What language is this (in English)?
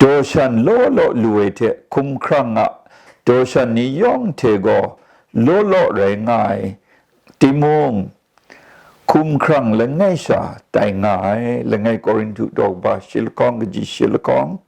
Kachin